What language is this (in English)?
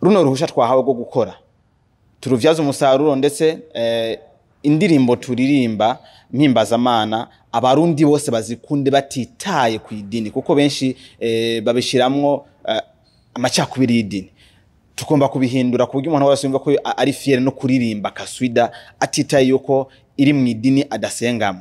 Rundi